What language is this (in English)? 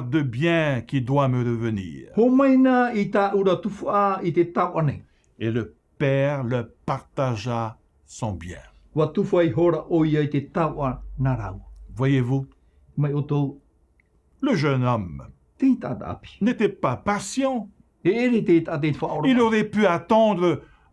Tahitian